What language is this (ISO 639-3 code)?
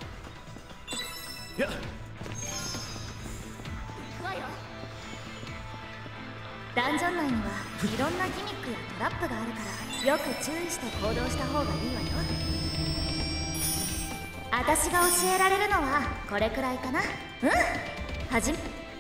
jpn